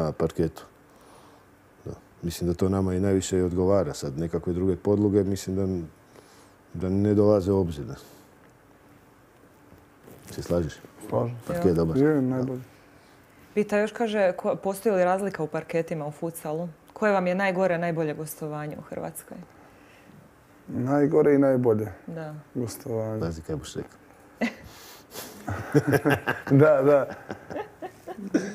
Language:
Croatian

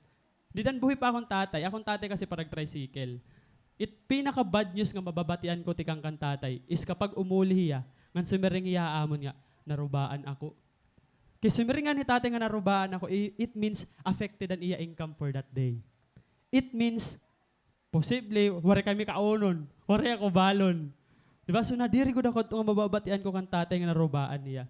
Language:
Waray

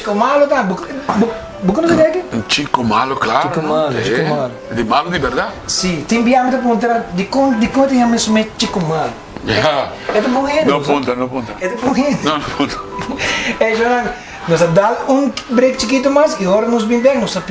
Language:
Papiamento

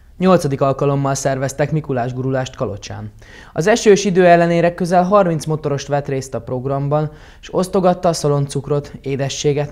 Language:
Hungarian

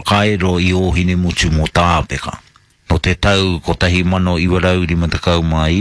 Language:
Māori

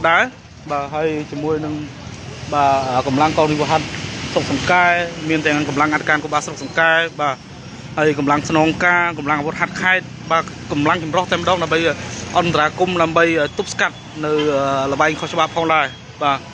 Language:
Khmer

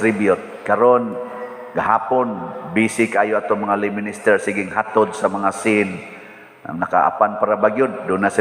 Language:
Cebuano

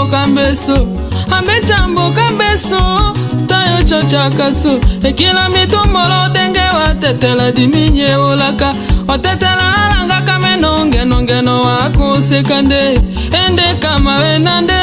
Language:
Tetela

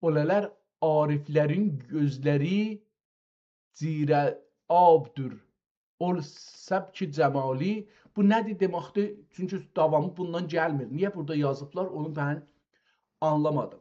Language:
South Azerbaijani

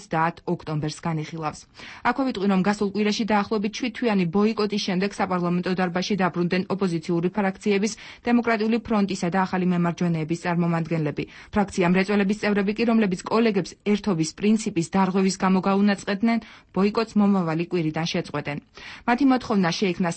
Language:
Georgian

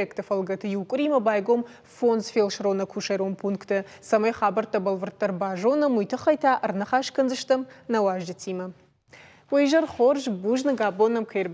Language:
Ossetic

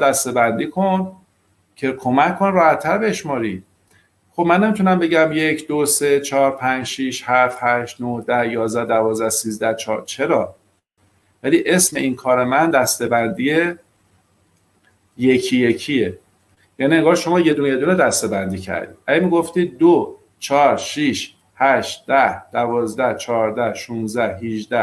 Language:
Persian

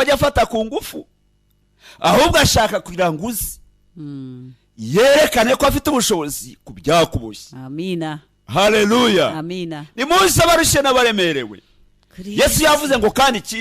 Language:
Kinyarwanda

